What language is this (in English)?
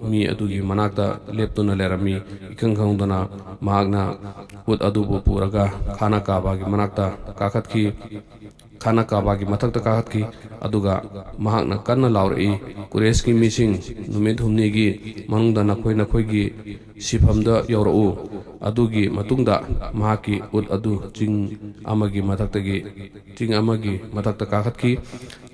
Manipuri